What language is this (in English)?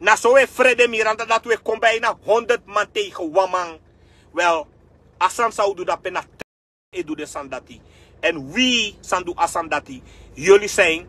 Sranan Tongo